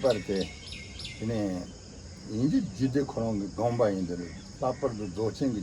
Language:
Tibetan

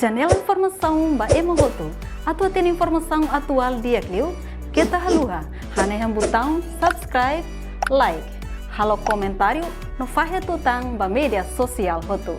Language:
Tetum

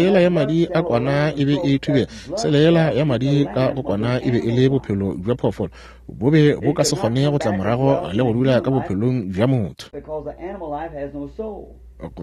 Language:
Northern Sotho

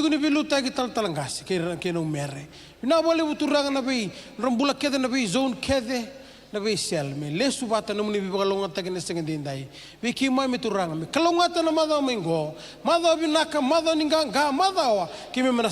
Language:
Fijian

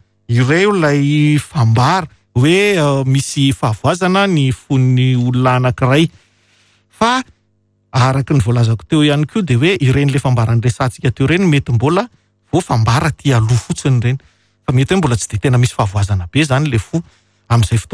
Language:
Malagasy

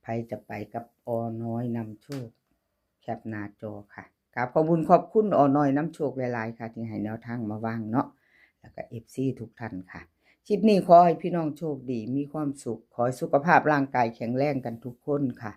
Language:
Northeastern Thai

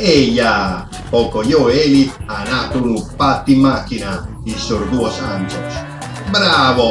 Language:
Sardinian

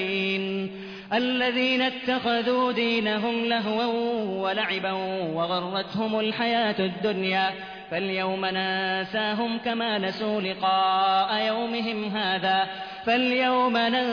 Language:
Arabic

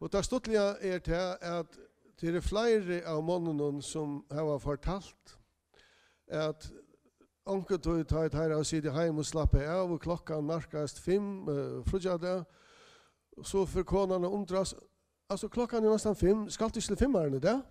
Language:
Faroese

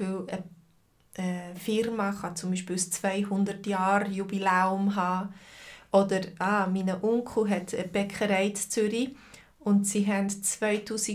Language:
Swiss German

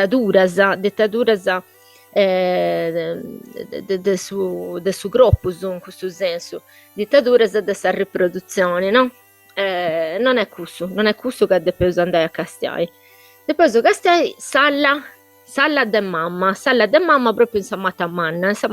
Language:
Sardinian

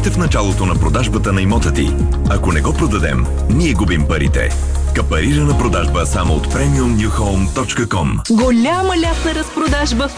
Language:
Bulgarian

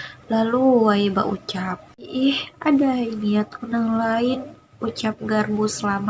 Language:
Banjar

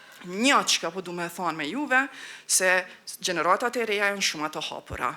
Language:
Albanian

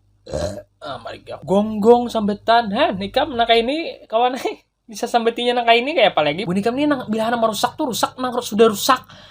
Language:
Banjar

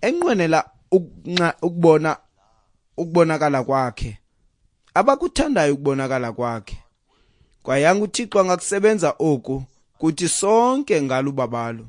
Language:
Xhosa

